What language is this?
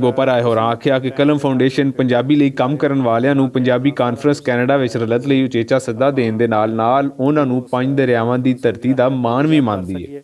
Western Panjabi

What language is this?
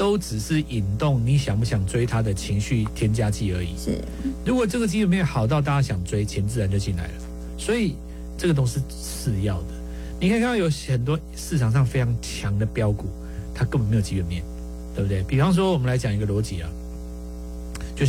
Chinese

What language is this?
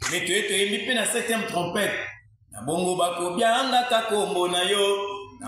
Lingala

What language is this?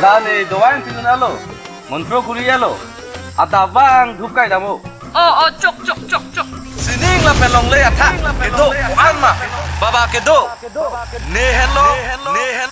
Karbi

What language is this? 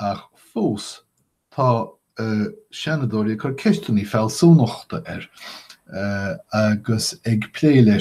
Irish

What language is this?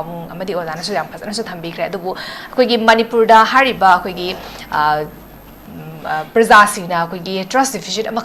Manipuri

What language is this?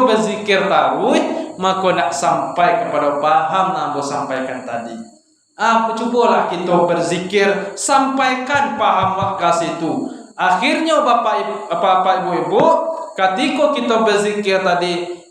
Minangkabau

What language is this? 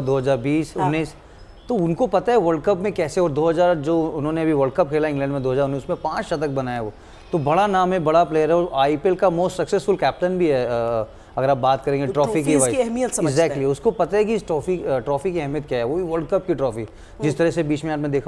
Hindi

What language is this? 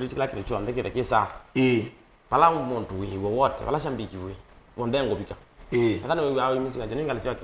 Kamba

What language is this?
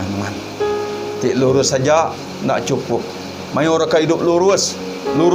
Iban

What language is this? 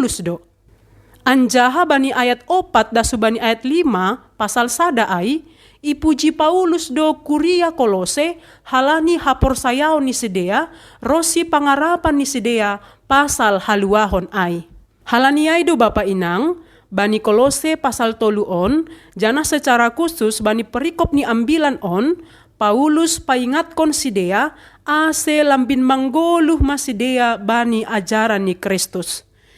Batak Simalungun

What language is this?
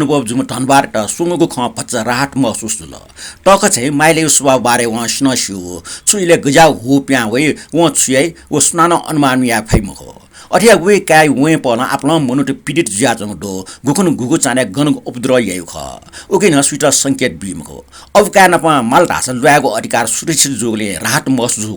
Newari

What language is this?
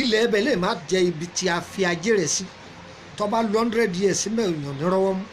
Yoruba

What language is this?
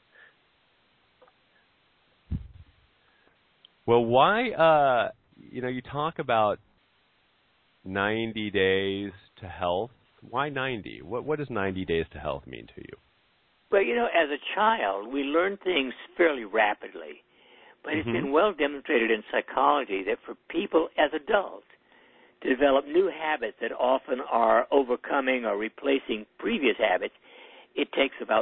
English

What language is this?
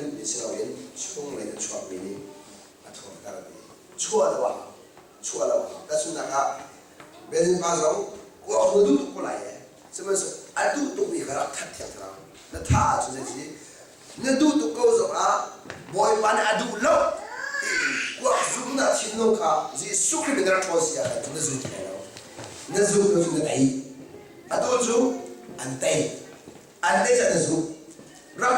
Hakha Chin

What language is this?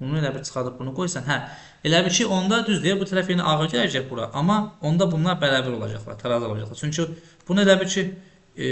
Azerbaijani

